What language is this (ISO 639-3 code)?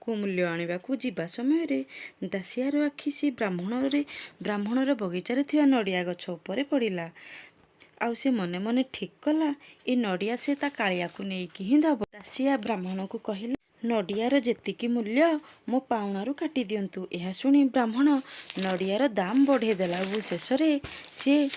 ori